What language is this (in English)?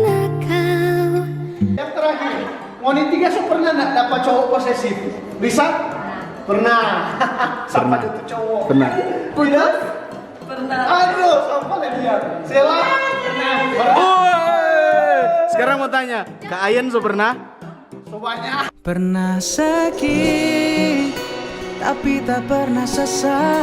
Manado Malay